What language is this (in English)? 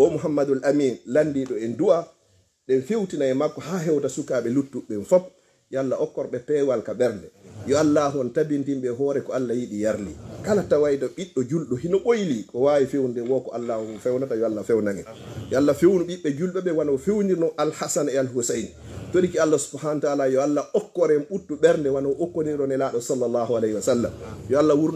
Fula